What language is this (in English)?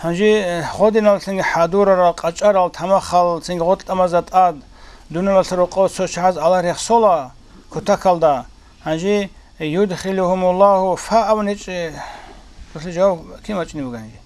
Avaric